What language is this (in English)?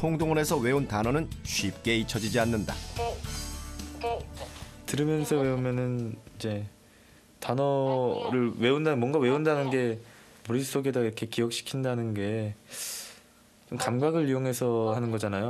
Korean